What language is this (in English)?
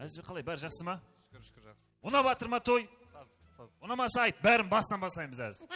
Kara-Kalpak